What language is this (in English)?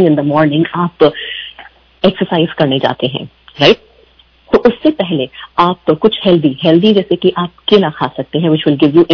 Hindi